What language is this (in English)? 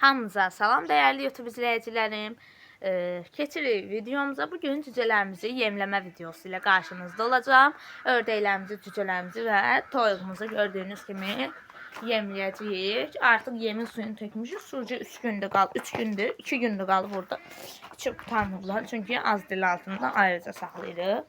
Azerbaijani